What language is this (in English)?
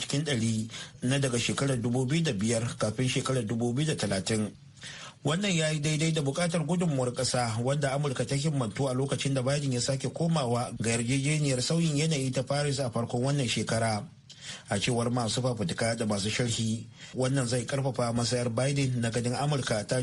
Hausa